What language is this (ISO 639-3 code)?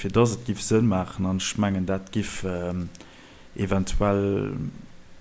ltz